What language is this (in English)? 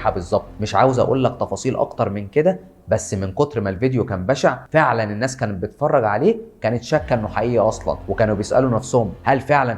Egyptian Arabic